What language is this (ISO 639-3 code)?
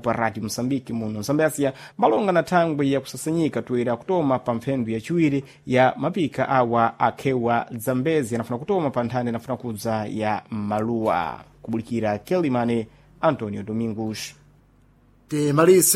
seh